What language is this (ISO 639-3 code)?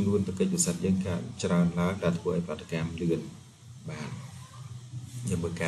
khm